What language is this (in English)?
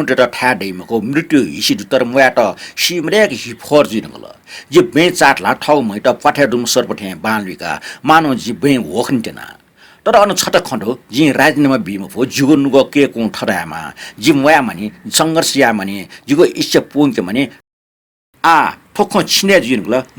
Newari